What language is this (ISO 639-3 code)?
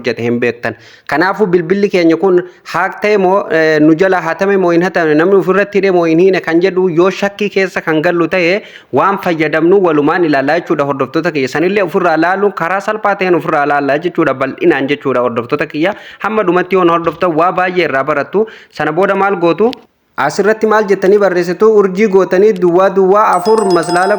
orm